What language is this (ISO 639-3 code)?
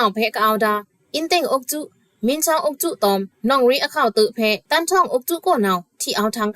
blk